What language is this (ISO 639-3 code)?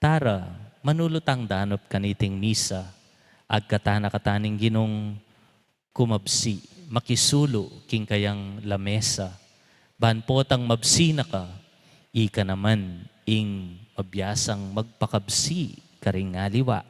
pam